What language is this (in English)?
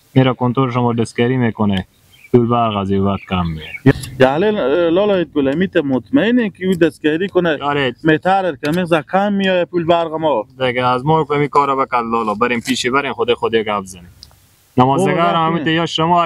Persian